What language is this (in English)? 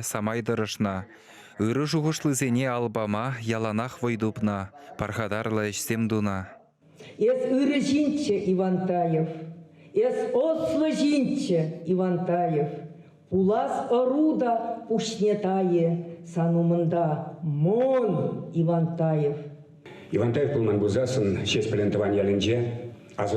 Chuvash